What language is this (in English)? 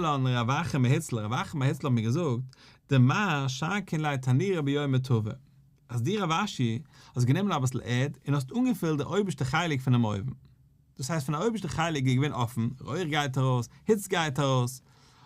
Yiddish